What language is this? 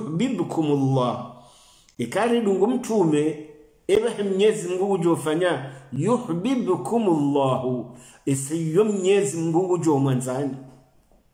Swahili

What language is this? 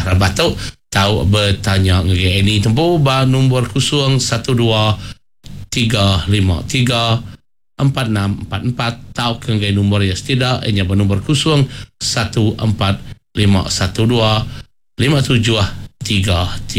Iban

